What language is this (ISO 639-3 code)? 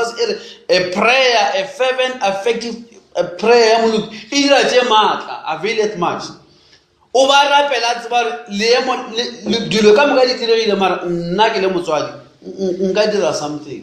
nso